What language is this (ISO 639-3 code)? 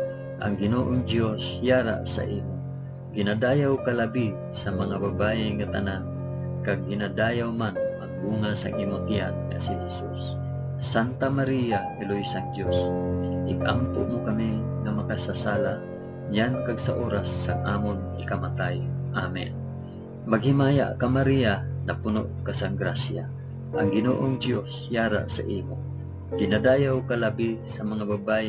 hil